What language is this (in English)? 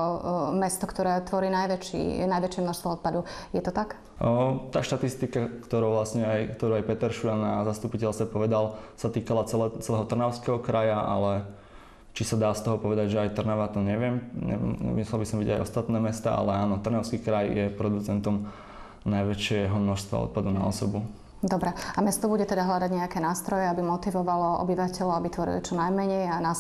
Slovak